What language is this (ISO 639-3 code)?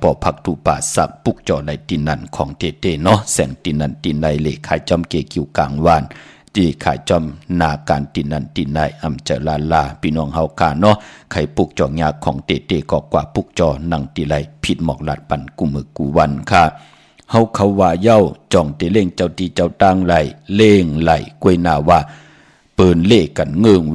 shn